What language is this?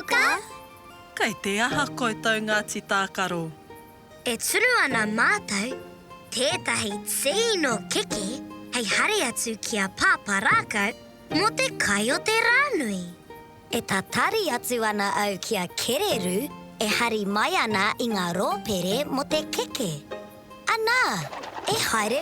Māori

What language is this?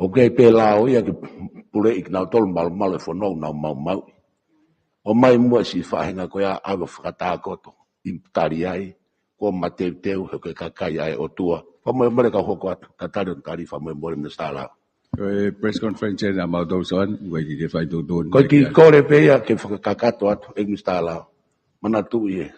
Tongan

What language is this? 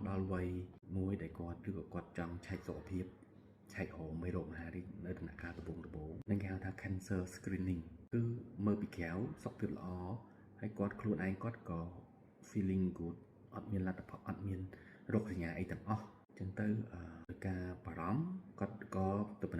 Khmer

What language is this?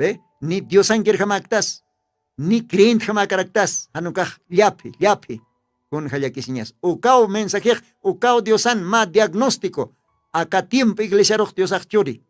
Aymara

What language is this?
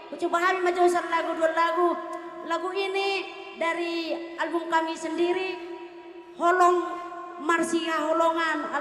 Batak Toba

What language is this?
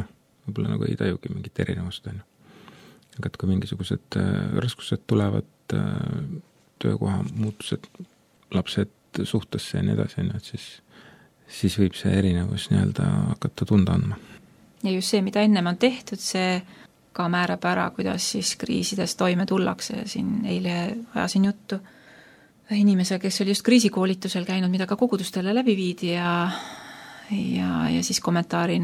Estonian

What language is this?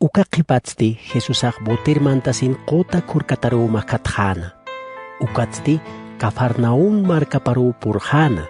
Aymara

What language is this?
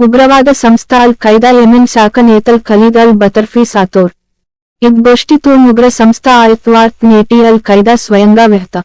Gondi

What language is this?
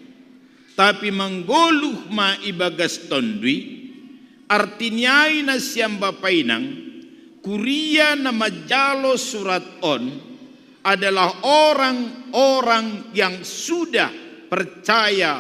Batak Simalungun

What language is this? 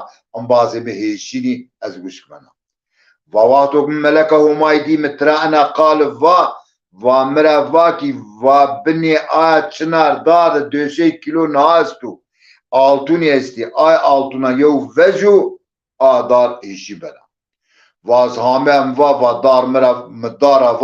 Zaza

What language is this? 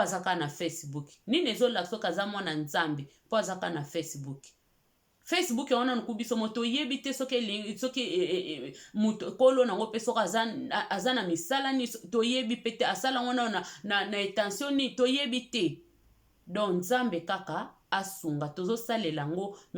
Lingala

